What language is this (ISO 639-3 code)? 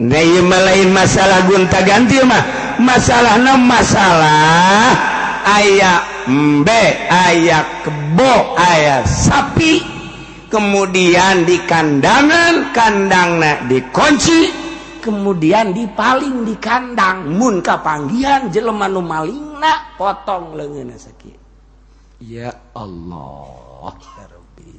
sun